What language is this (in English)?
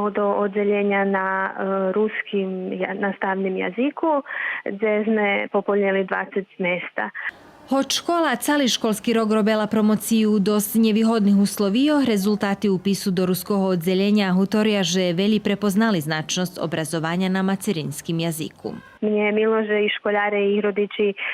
Rusyn